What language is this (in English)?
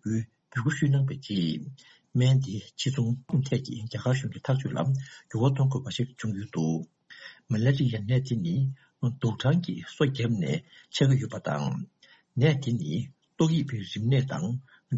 Tibetan